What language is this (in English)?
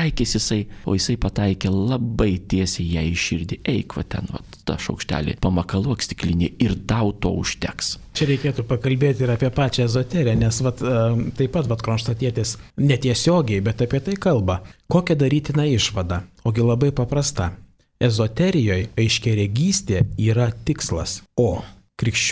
Lithuanian